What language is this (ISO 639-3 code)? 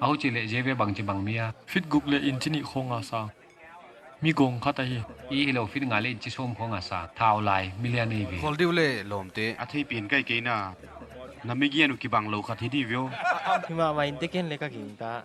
pck